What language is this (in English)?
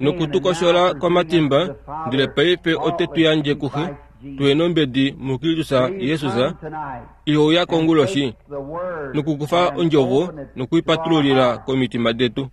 Kuanyama